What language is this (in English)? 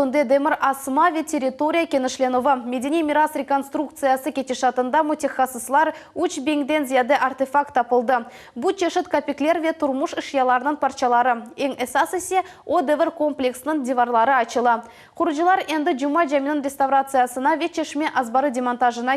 Crimean Tatar